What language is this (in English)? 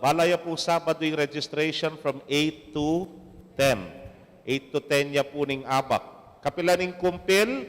Pampanga